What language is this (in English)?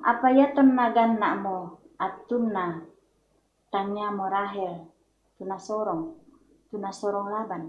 Toraja-Sa'dan